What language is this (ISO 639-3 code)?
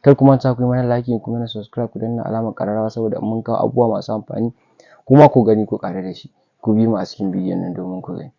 hau